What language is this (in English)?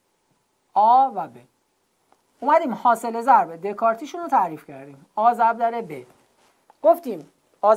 Persian